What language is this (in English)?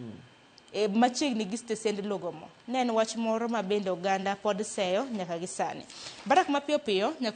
Luo (Kenya and Tanzania)